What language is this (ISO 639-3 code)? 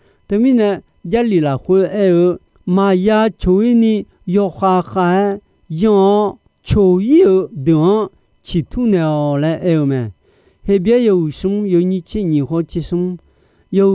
ahk